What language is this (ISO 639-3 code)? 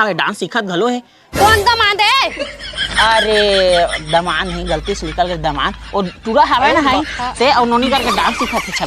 hne